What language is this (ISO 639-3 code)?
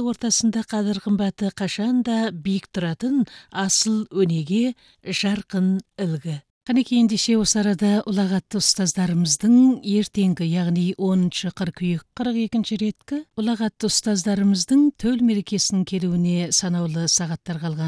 kaz